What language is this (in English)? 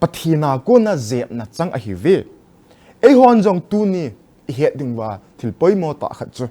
Thado Chin